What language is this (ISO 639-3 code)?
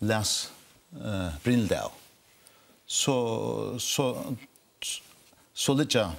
fao